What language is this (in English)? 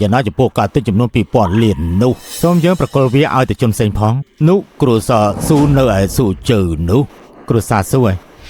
Khmer